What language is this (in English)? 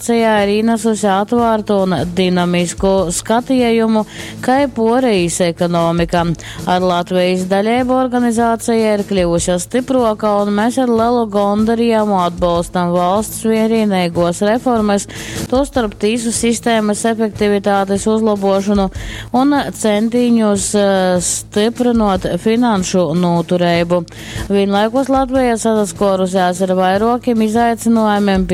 Latgalian